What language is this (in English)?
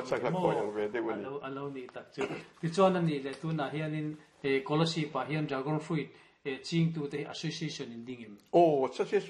Mizo